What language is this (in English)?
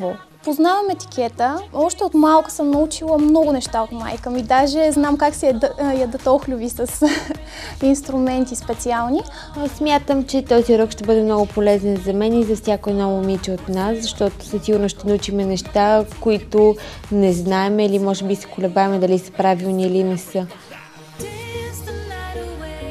Bulgarian